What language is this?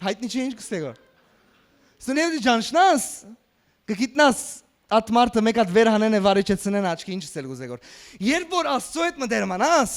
Western Armenian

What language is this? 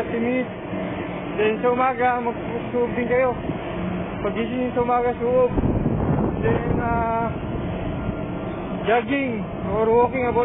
Filipino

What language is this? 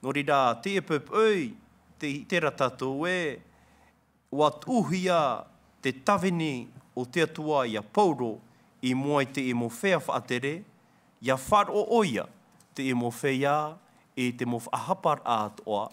Tahitian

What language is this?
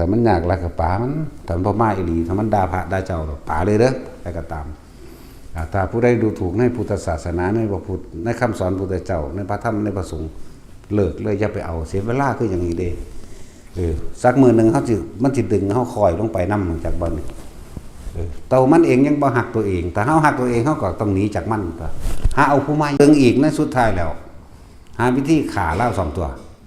Northeastern Thai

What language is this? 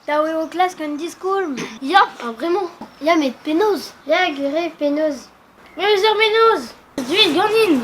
Breton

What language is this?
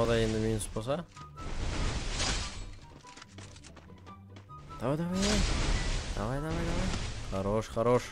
Kazakh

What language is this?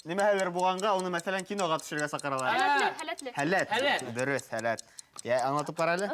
Bashkir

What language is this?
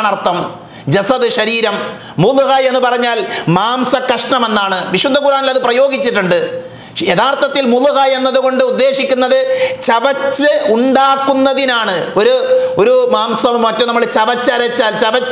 Malayalam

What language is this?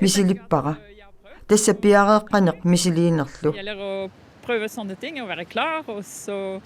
Kalaallisut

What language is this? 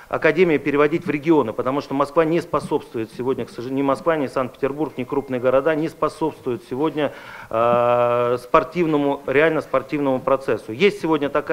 Russian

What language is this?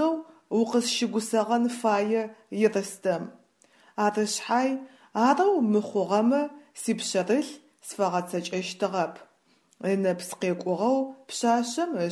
Adyghe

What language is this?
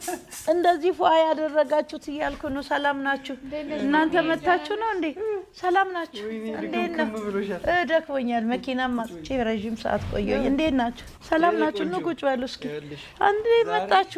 Amharic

